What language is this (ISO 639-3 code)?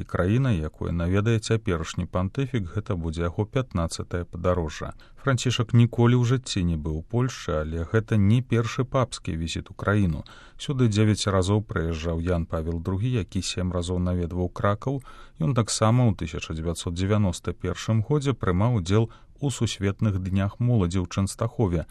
bel